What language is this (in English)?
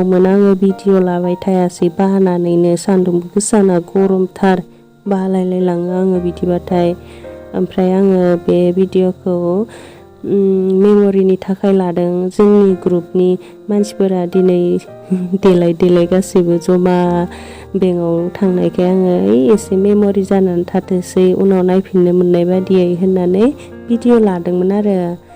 Bodo